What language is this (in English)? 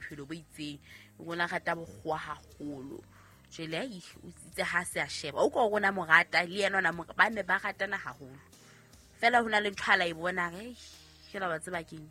Southern Sotho